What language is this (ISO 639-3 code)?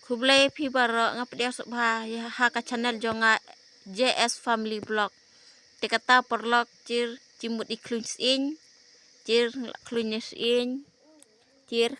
kha